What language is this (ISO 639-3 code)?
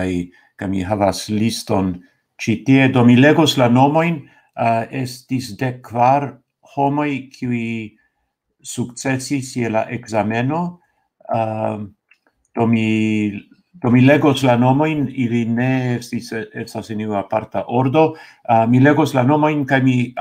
epo